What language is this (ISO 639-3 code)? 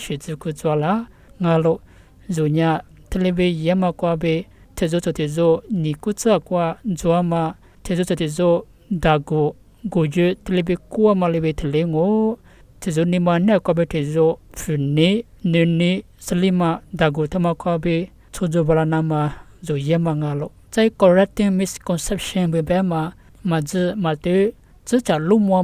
lis